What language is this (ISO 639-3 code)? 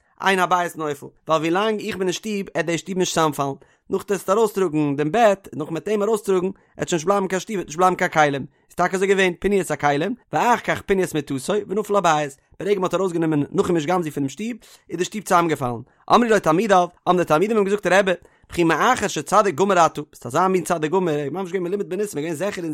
yid